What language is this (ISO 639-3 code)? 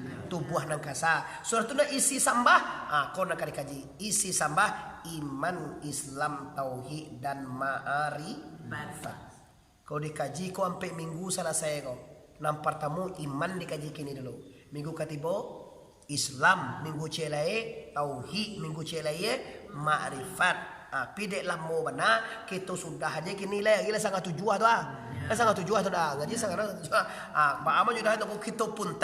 min